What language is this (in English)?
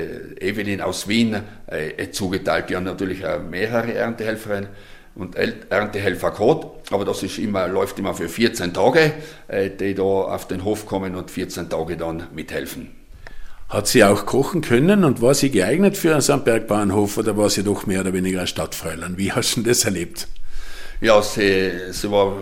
German